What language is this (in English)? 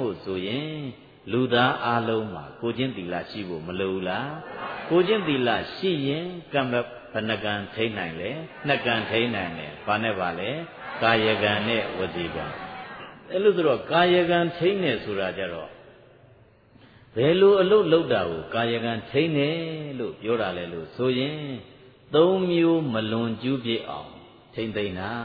Burmese